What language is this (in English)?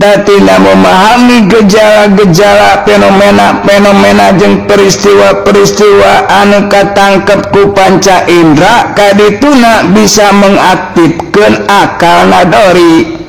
Sundanese